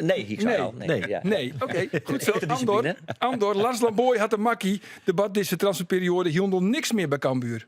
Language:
Western Frisian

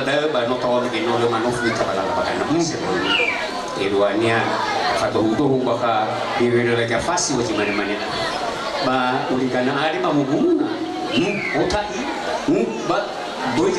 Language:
Nias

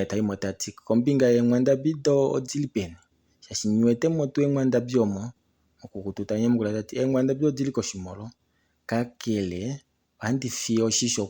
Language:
Kuanyama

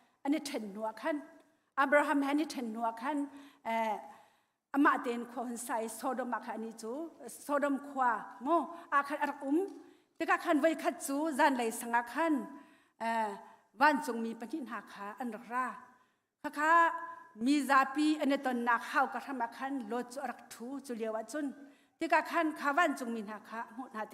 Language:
Hakha Chin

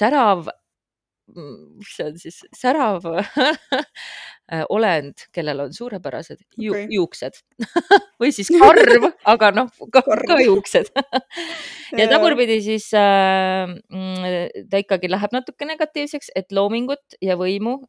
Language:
Estonian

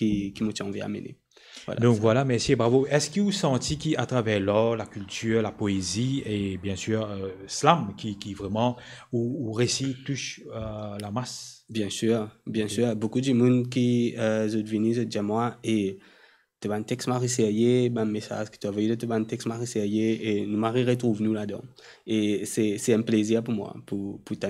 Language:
Morisyen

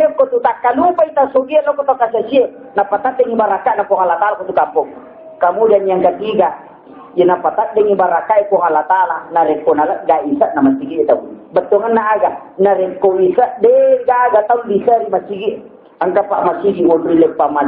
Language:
Buginese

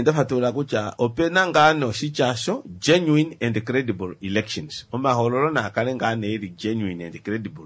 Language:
Kuanyama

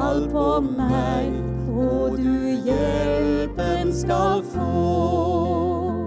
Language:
Norwegian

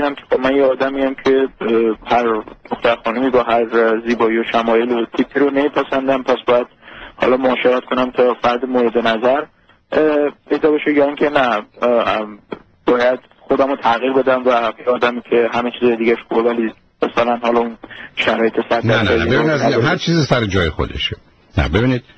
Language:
Persian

